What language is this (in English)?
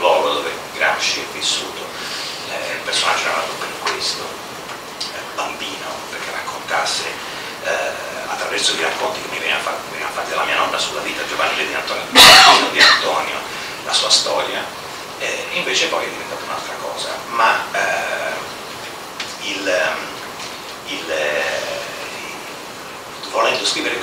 Italian